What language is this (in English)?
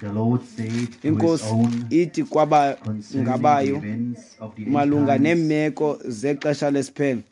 Xhosa